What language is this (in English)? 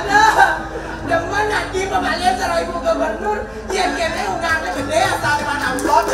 Balinese